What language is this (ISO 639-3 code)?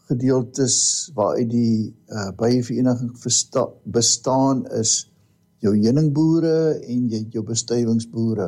afr